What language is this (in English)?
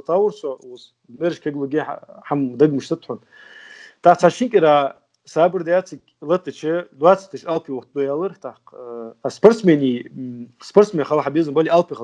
Ingush